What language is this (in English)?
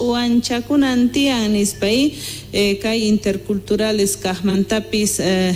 South Bolivian Quechua